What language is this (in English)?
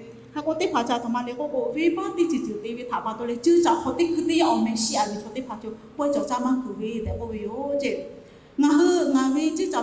Lahu